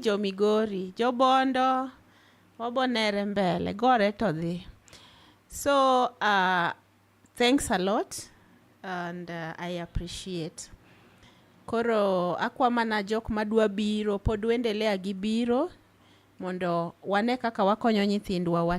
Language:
Luo (Kenya and Tanzania)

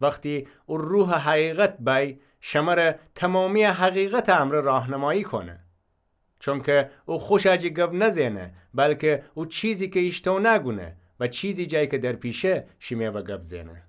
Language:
Gilaki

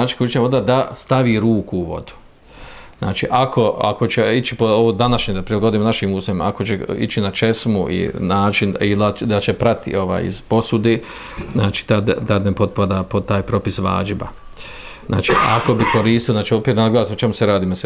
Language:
Bosnian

